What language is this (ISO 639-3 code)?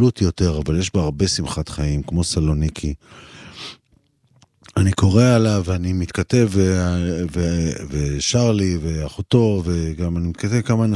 heb